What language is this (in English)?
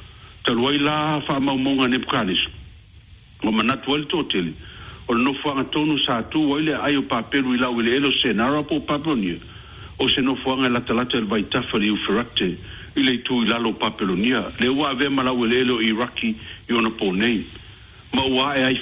Samoan